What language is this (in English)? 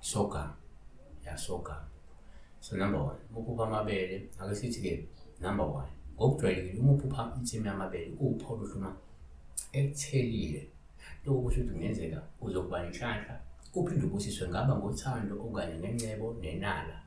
Zulu